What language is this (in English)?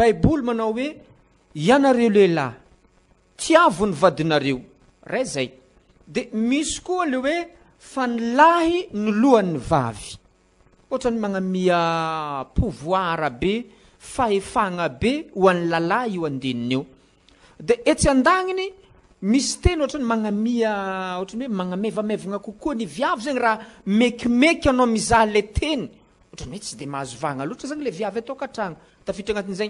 Malagasy